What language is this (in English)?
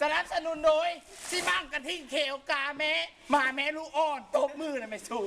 Lao